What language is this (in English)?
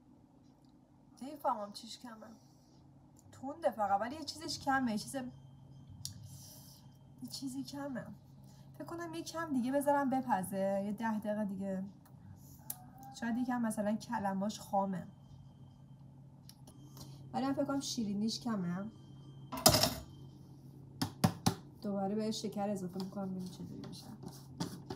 Persian